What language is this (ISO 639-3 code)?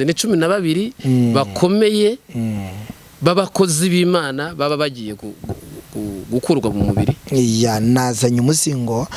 kin